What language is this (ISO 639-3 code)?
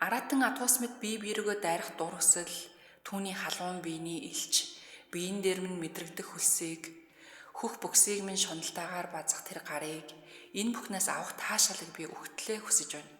mon